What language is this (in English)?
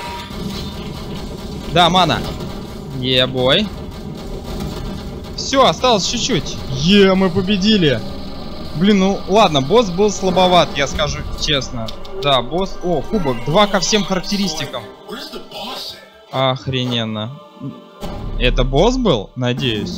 Russian